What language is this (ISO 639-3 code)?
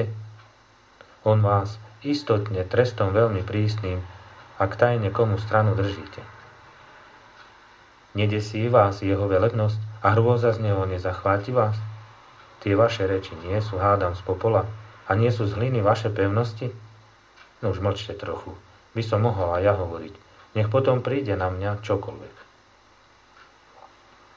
slk